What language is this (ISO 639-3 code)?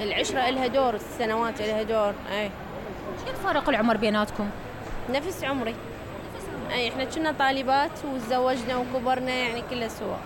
acm